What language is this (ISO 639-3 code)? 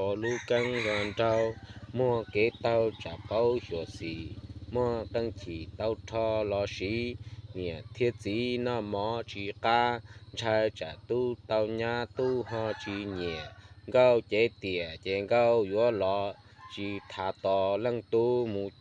hmn